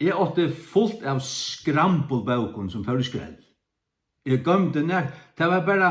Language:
Faroese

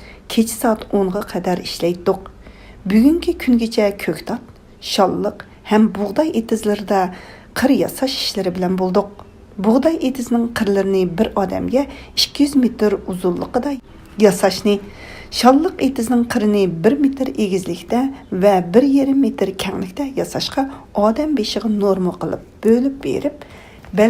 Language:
Uyghur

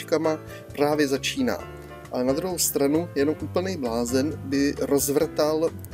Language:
Czech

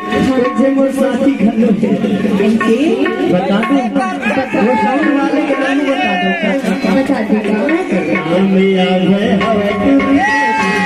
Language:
Chhattisgarhi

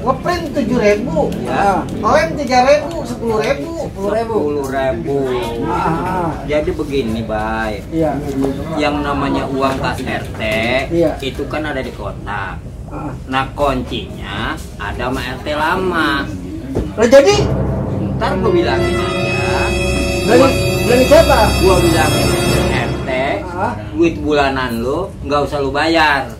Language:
Betawi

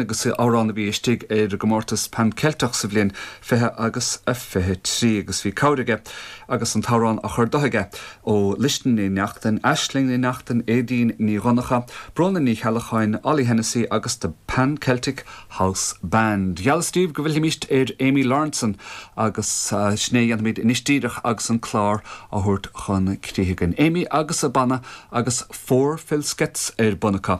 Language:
Irish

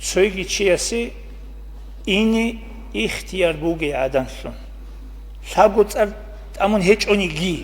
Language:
Avaric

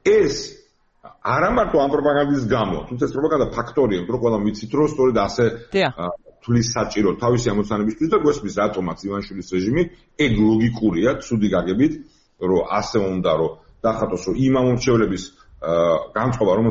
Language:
Georgian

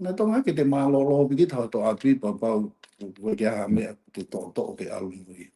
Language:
Tongan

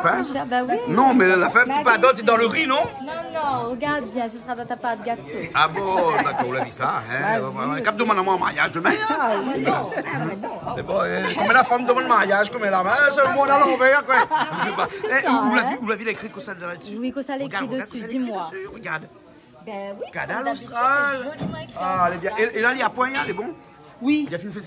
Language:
Réunion Creole French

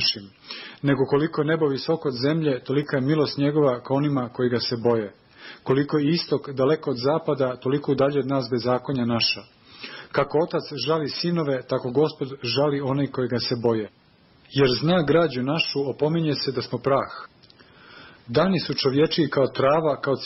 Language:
Serbian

